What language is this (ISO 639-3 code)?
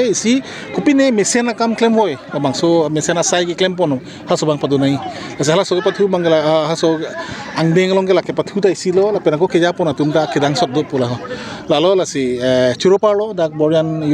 mjw